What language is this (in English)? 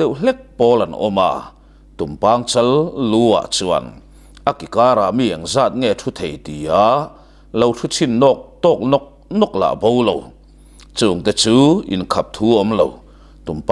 Mizo